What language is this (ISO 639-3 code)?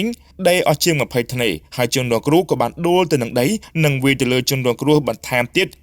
khm